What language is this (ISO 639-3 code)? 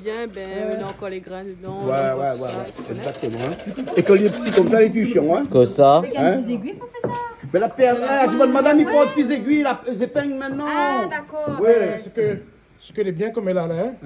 rcf